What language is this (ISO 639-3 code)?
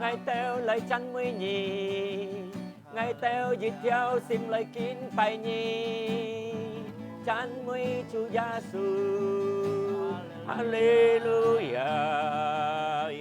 hak